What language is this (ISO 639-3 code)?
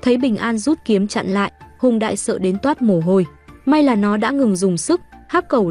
vie